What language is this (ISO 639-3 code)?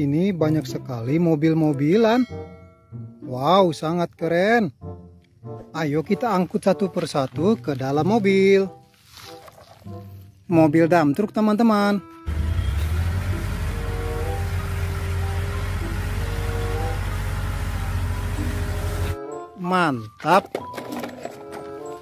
ind